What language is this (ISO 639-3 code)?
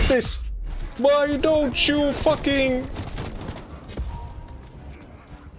fin